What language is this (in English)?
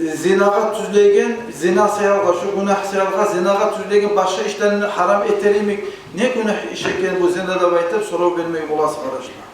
Kumyk